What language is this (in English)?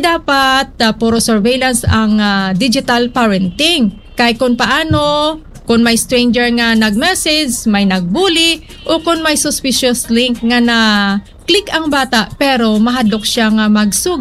Hiligaynon